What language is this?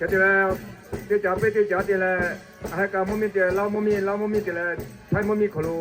Lahu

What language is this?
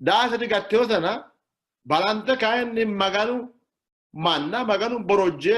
Sidamo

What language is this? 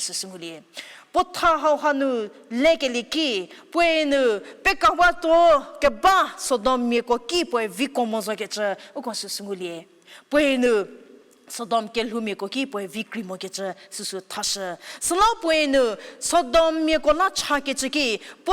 Angami Naga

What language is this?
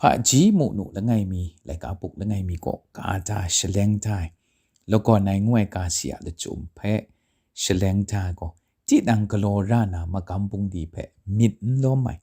Kachin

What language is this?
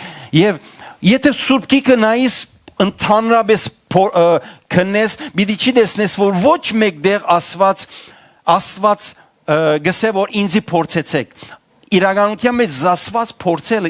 Western Armenian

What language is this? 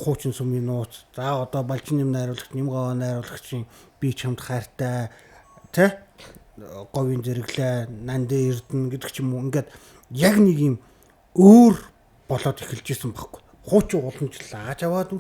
Mongolian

